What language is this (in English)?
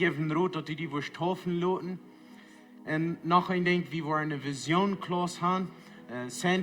Plautdietsch